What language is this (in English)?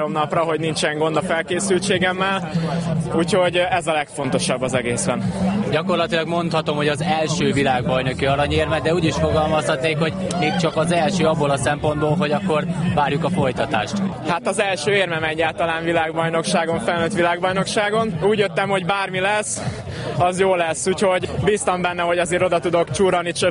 Hungarian